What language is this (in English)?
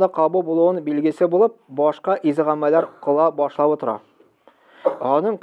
Tatar